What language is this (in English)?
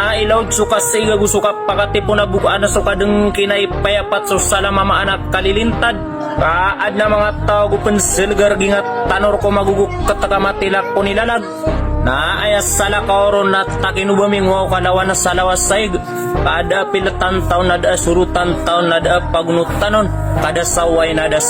Maranao